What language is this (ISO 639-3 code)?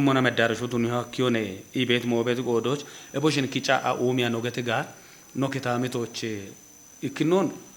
kbr